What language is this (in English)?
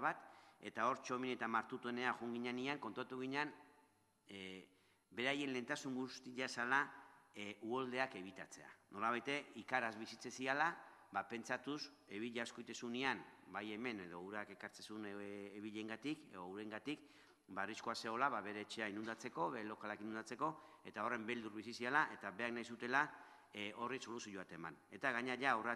Basque